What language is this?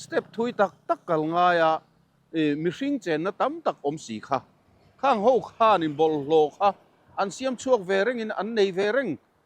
Mizo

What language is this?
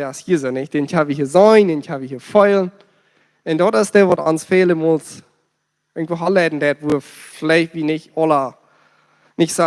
Plautdietsch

